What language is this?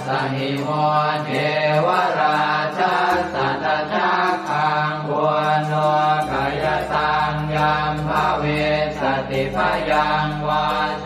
Pali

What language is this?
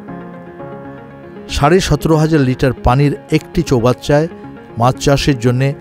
Bangla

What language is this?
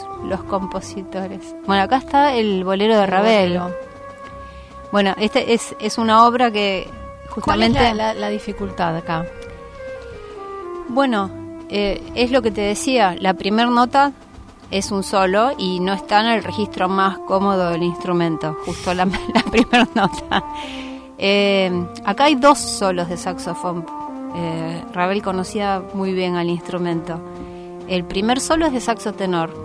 Spanish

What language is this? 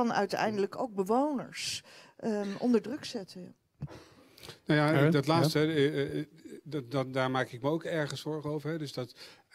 Dutch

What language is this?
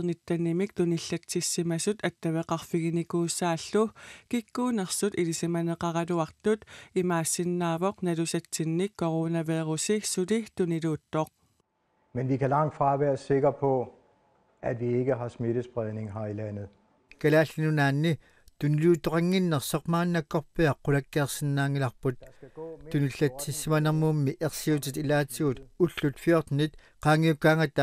Kalaallisut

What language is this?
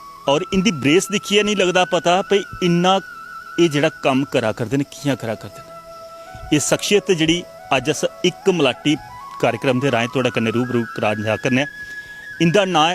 Dogri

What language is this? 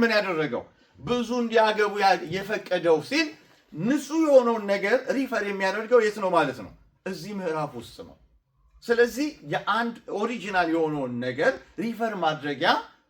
Amharic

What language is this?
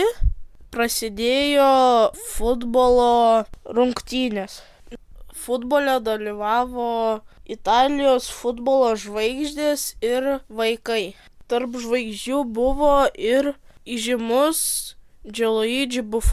Lithuanian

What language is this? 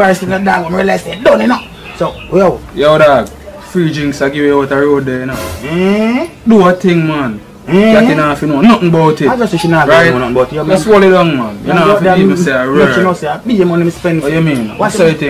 Jamaican Creole English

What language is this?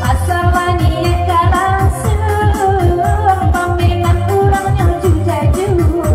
Minangkabau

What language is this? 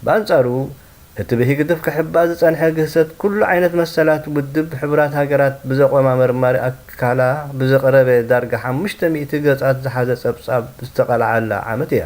Tigrinya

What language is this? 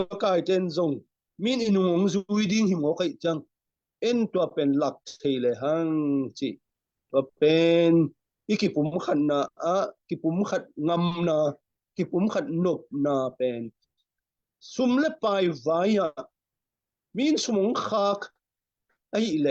Tedim Chin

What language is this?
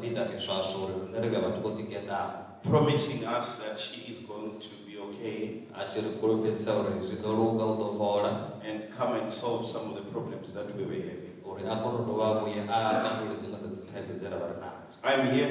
Venda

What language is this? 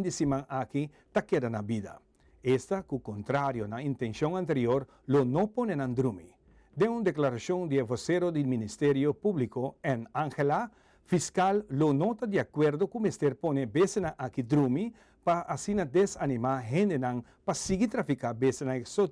Papiamento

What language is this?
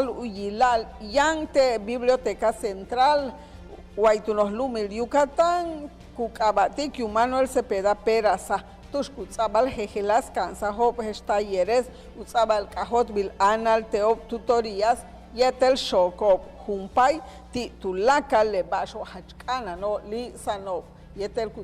Yucateco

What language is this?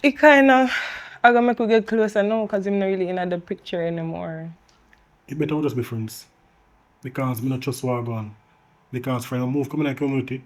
Jamaican Creole English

